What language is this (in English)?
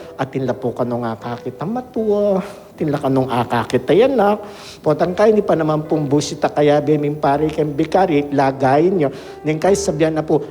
Pampanga